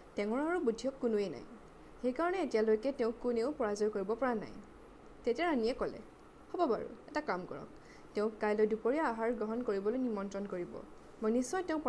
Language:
Assamese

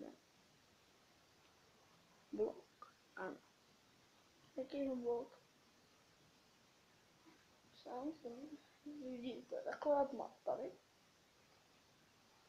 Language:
Czech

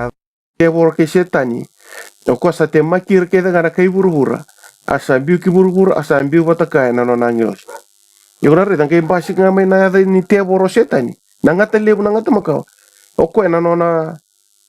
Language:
Fijian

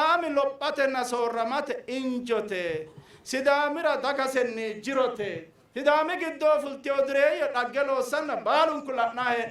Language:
Sidamo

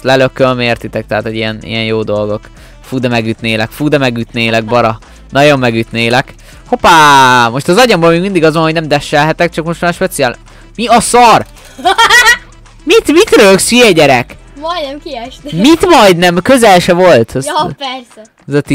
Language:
Hungarian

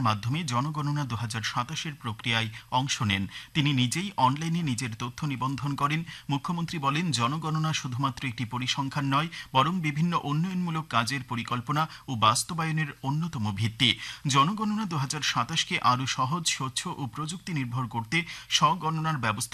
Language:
Bangla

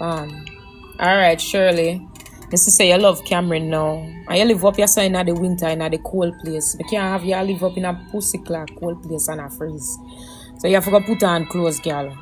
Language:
Jamaican Creole English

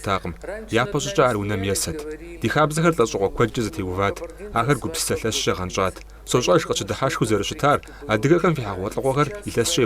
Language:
Kabardian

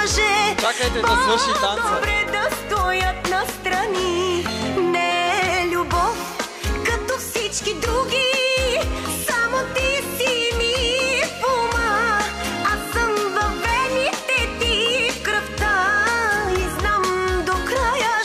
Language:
Bulgarian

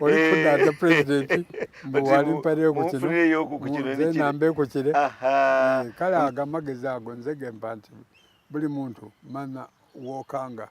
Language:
Soga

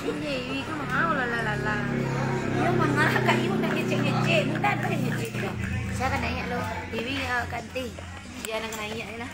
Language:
Minangkabau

